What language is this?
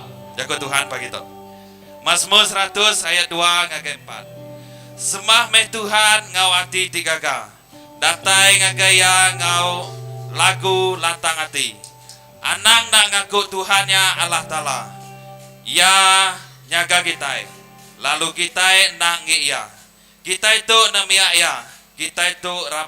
Iban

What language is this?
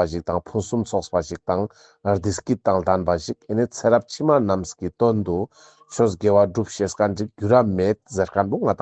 Ladakhi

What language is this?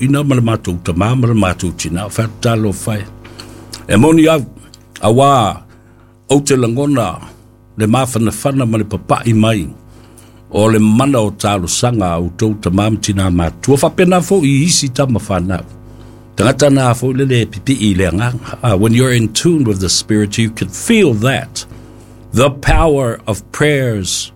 Samoan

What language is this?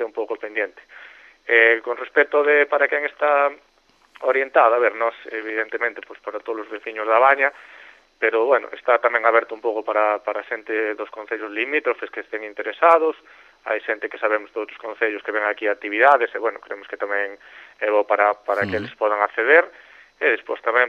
Galician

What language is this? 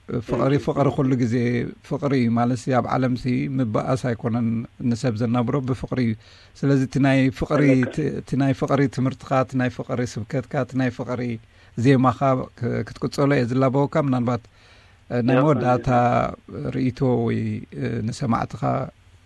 Tigrinya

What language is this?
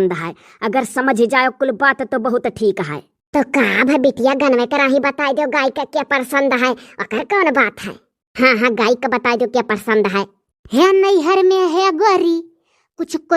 Awadhi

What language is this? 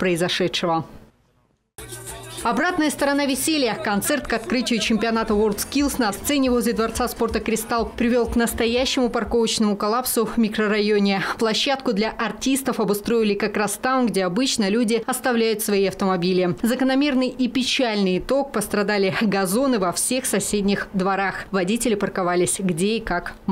Russian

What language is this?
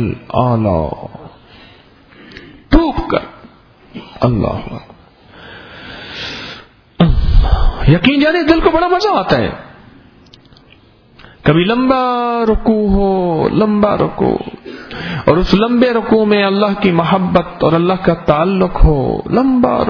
Urdu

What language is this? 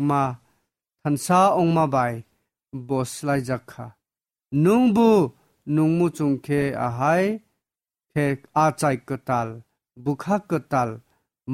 Kok Borok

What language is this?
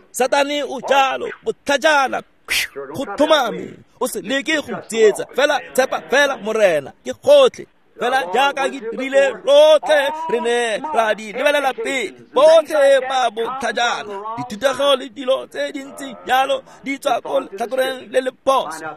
Tswana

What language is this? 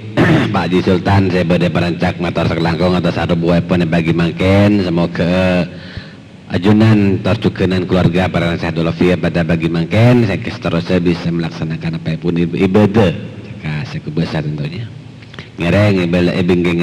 Madurese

